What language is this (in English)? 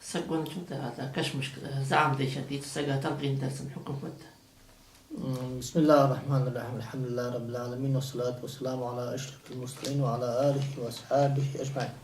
Ingush